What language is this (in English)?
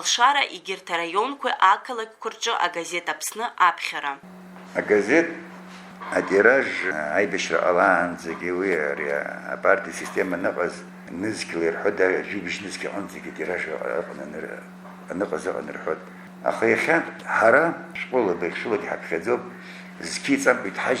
Abkhazian